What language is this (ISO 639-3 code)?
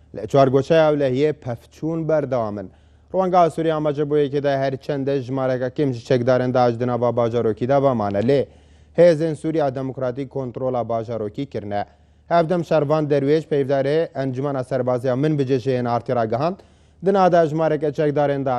kur